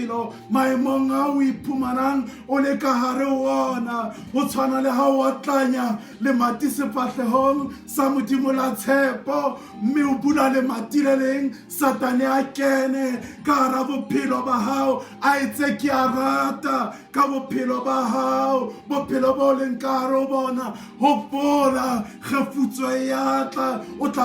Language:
Southern Sotho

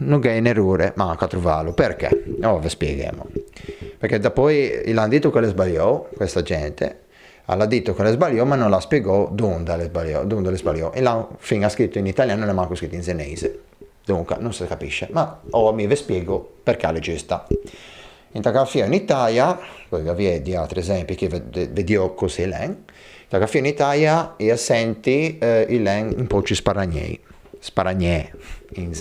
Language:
Ligurian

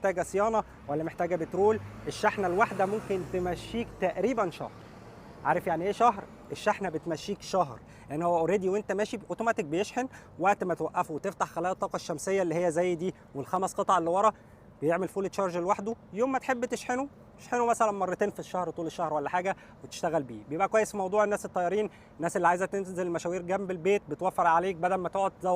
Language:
Egyptian Arabic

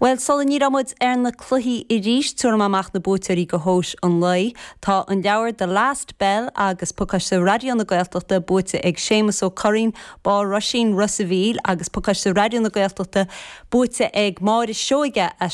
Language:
Irish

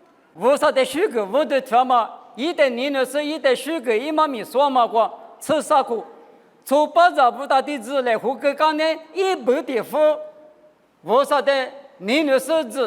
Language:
Lisu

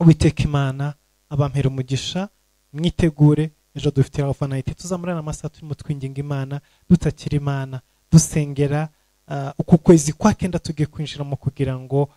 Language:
Kinyarwanda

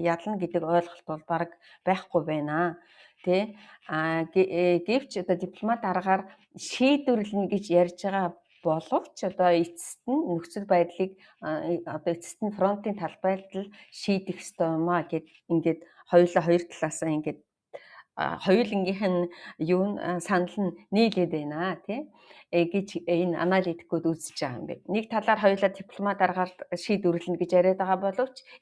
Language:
Mongolian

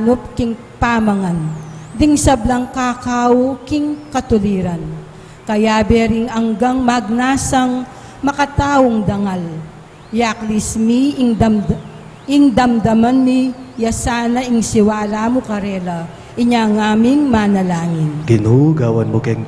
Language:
Pampanga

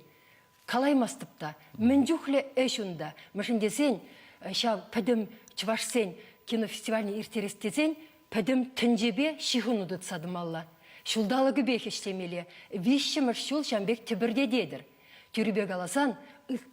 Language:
Chuvash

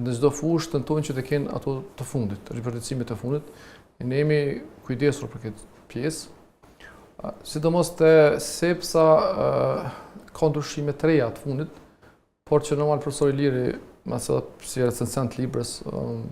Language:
Albanian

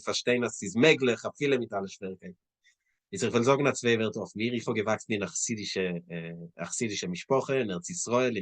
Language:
Yiddish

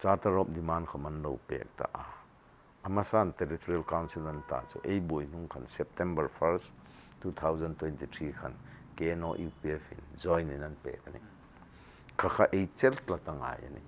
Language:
Hmar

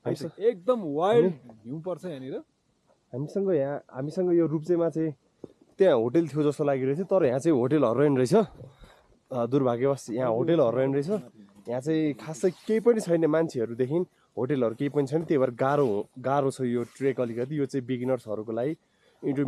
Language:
Nepali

